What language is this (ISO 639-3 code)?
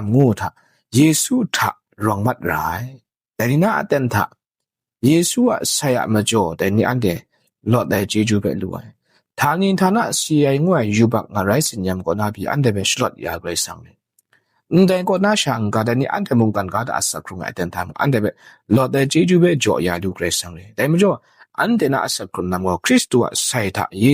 kac